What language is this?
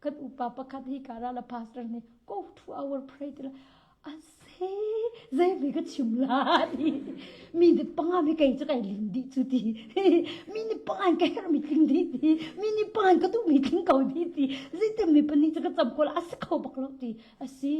Hakha Chin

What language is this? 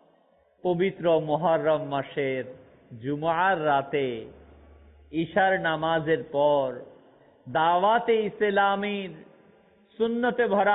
Bangla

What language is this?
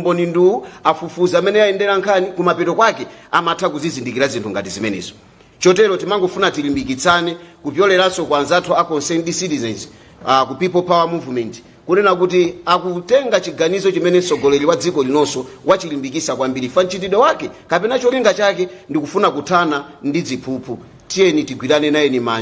Nyanja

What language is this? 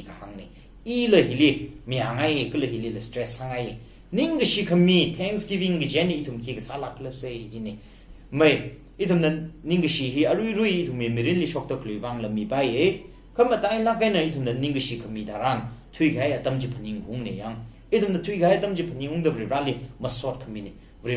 Tangkhul Naga (India)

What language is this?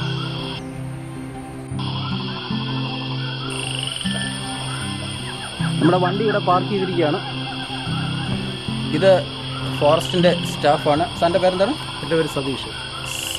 Malayalam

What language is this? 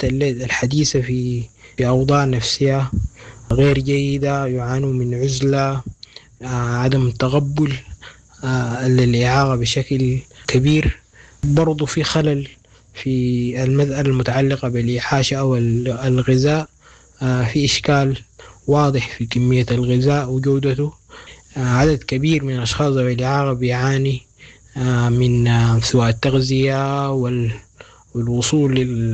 Sudanese Arabic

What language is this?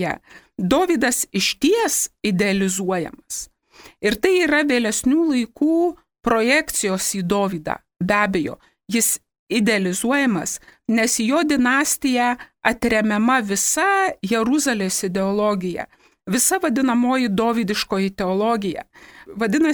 Lithuanian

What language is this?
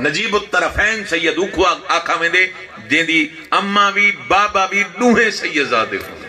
Saraiki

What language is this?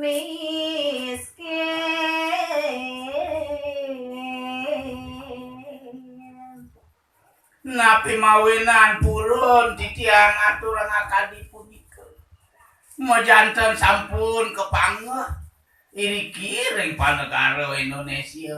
Balinese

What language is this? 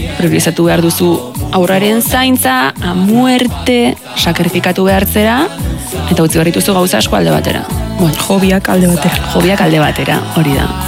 Basque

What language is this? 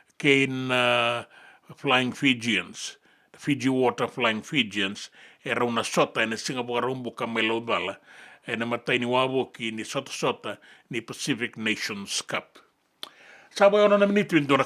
Fijian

